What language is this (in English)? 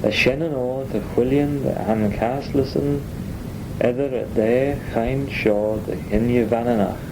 Manx